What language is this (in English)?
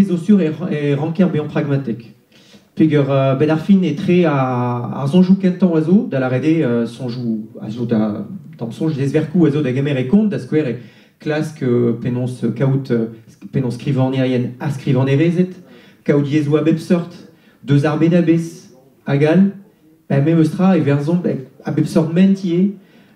Breton